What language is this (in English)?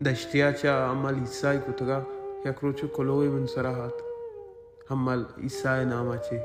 Baluchi